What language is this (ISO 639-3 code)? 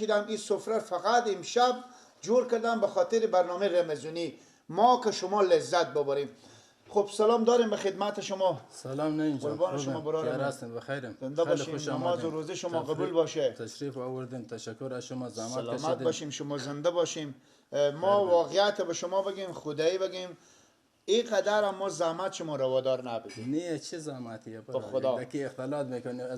fas